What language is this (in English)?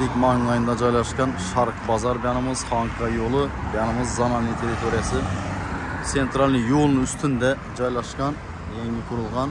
Uzbek